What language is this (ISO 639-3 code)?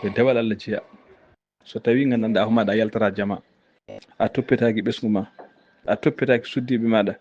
ful